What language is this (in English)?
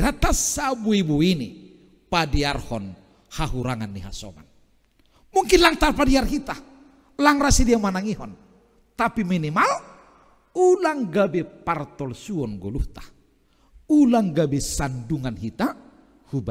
Batak Simalungun